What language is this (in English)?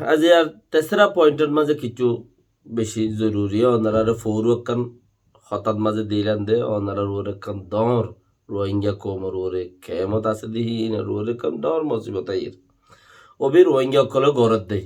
Rohingya